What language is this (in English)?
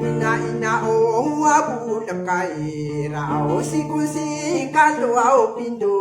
Maranao